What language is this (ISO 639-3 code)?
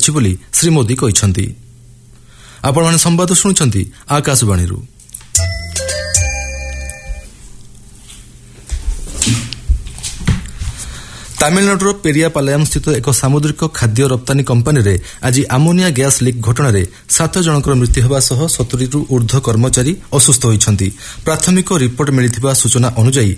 ori